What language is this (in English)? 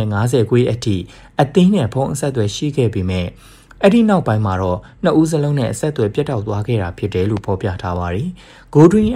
Burmese